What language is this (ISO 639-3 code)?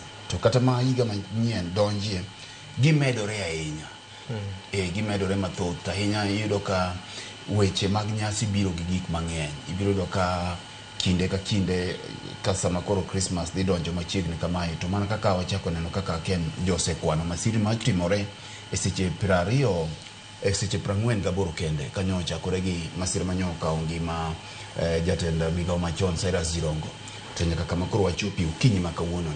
luo